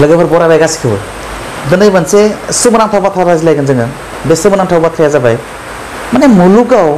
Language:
Bodo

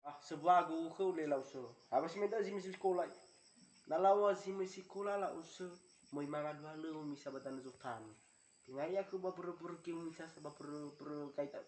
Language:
Nias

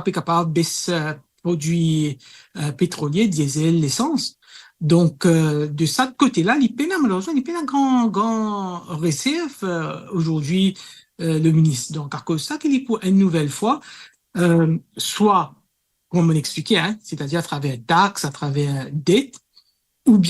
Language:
Morisyen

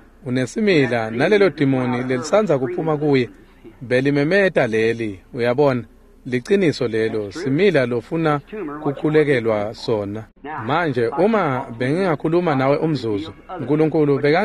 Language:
Swati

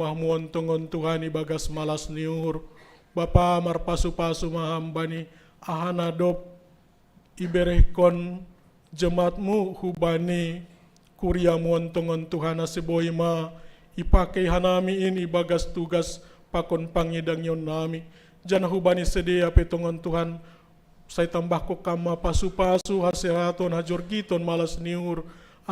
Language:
Batak Simalungun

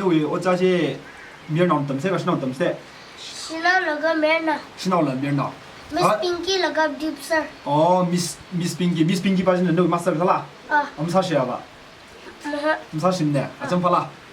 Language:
Tangkhul Naga (India)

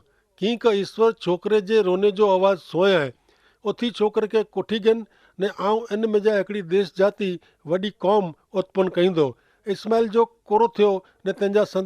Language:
Kachhi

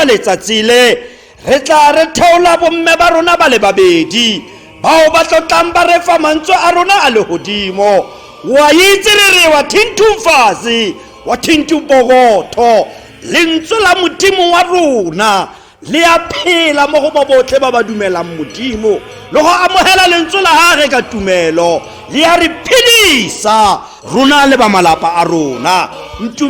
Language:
Tswana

